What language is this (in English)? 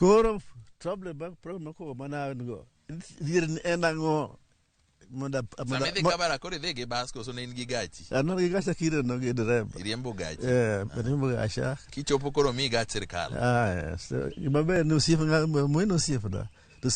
Luo (Kenya and Tanzania)